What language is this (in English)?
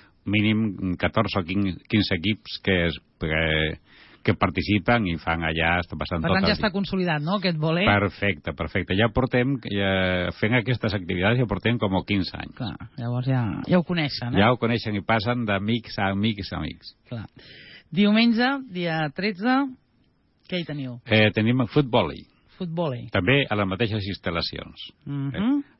Catalan